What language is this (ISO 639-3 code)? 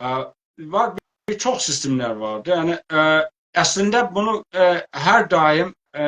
azb